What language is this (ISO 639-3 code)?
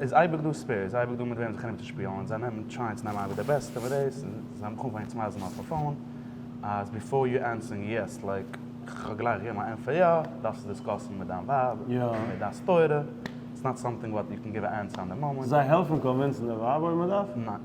yid